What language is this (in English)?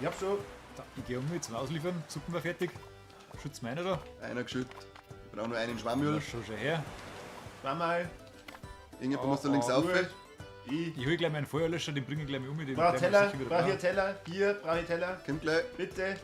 Bavarian